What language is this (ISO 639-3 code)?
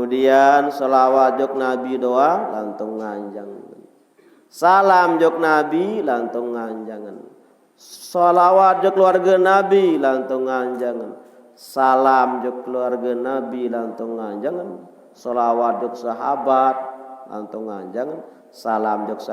sas